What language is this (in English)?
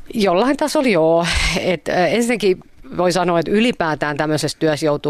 Finnish